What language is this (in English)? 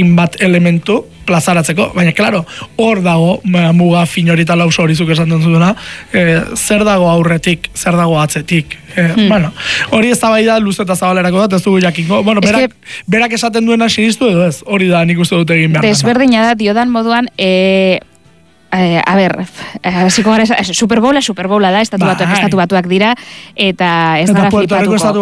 Basque